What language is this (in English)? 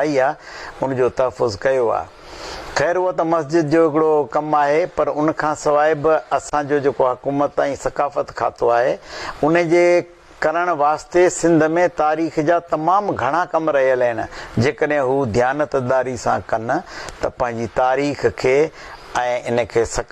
Sindhi